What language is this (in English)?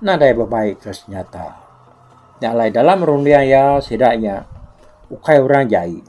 Iban